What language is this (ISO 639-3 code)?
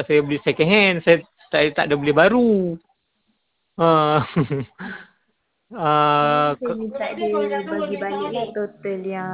msa